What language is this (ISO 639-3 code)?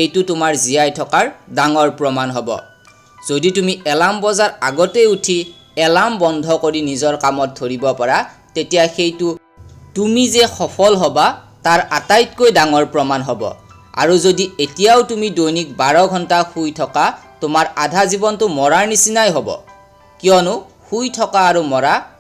asm